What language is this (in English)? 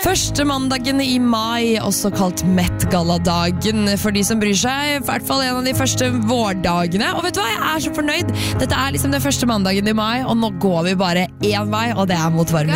Norwegian